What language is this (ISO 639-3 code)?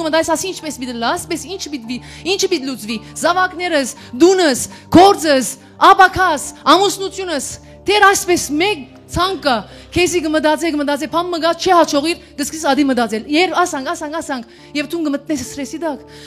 hyw